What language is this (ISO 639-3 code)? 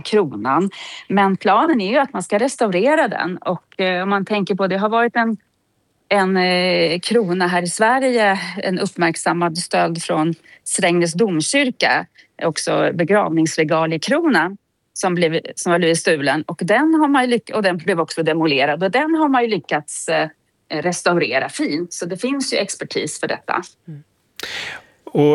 swe